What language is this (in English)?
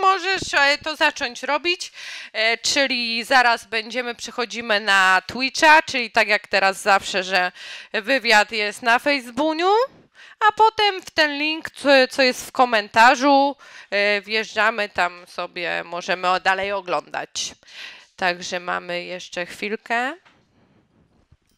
Polish